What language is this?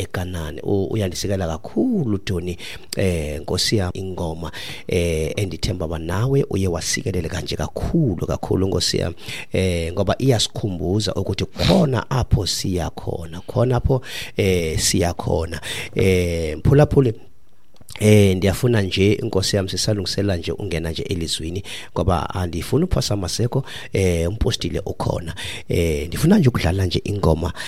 Xhosa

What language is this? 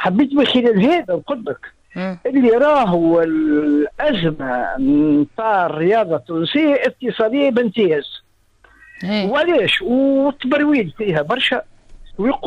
Tunisian Arabic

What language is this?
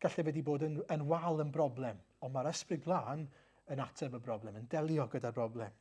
Welsh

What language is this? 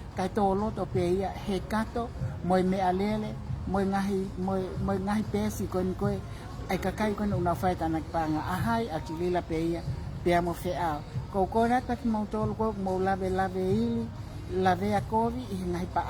Tongan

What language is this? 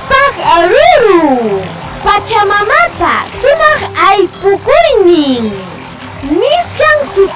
Ayacucho Quechua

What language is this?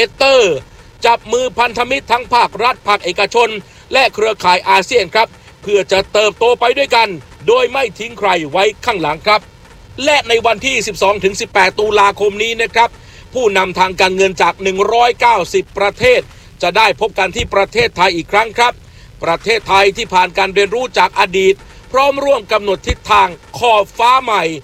Thai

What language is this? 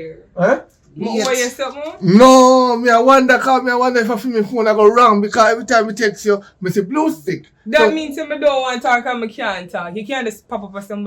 Jamaican Creole English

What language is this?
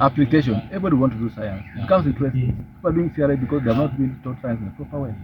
Nyankole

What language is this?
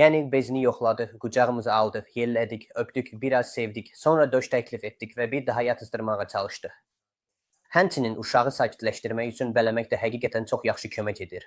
Azerbaijani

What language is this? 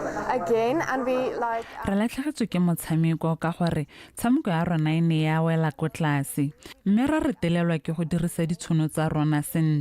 Tswana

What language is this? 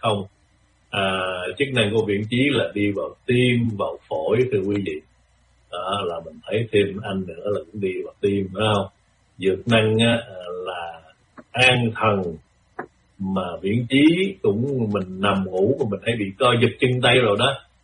Vietnamese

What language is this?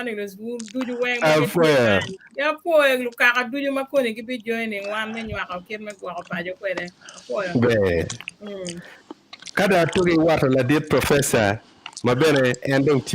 Acoli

